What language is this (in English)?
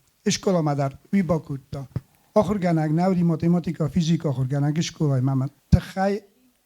Ossetic